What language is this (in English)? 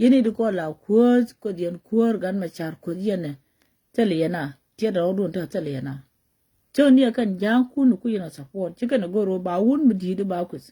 Nuer